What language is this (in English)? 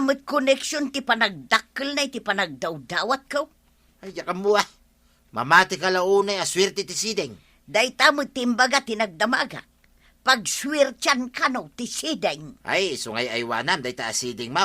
Iloko